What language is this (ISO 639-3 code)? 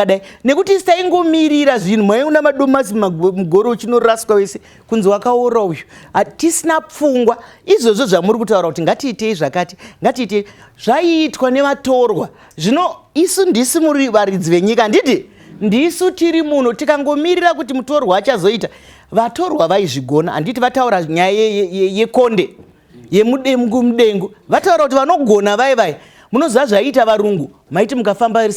sna